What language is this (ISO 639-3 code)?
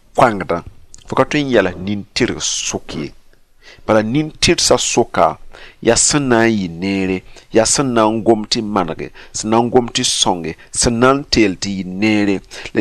mos